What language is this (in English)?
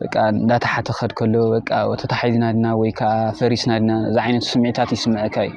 Tigrinya